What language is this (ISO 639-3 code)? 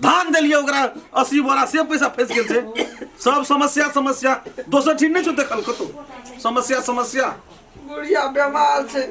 mai